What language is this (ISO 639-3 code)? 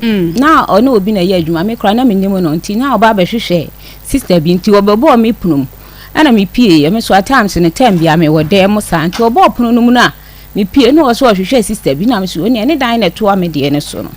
aka